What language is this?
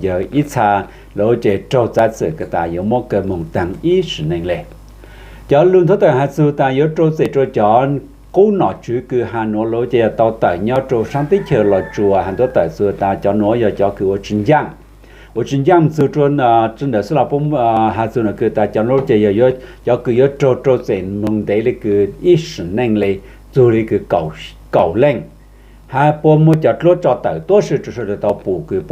Hmong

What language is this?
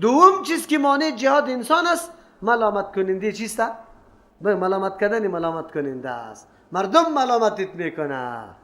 Persian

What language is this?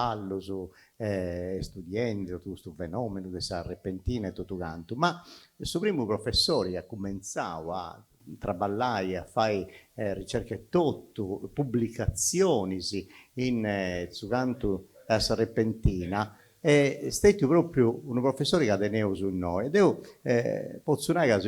Sardinian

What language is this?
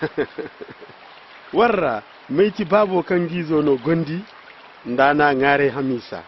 Koyraboro Senni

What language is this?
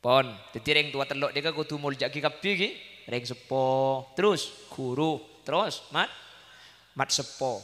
Madurese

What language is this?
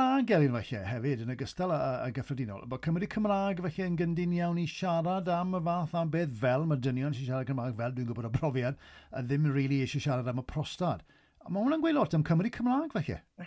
Welsh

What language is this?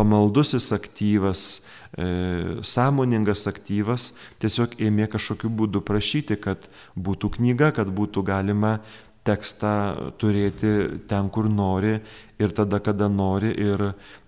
Lithuanian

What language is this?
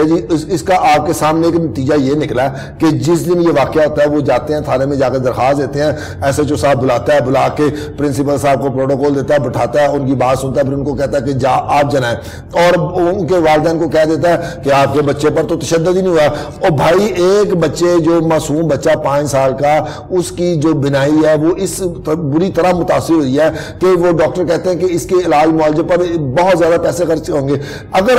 Urdu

